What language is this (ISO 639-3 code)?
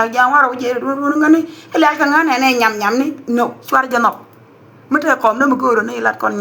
nus